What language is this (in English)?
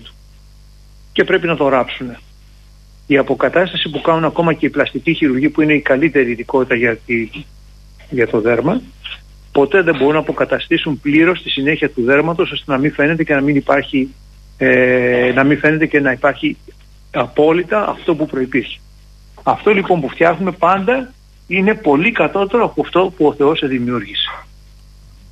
Greek